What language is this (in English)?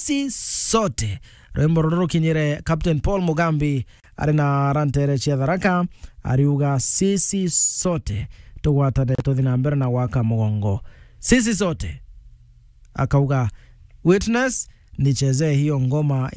Meru